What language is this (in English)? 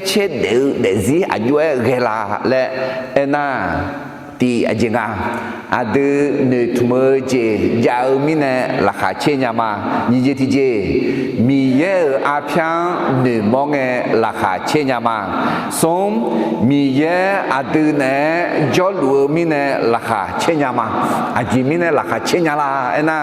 Akha